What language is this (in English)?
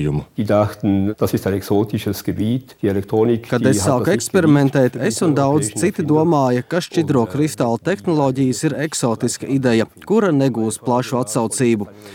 Latvian